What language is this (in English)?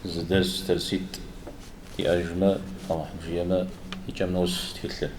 Kabardian